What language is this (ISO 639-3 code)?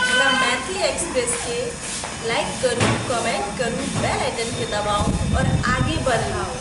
mai